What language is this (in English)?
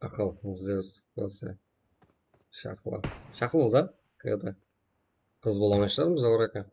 Kara-Kalpak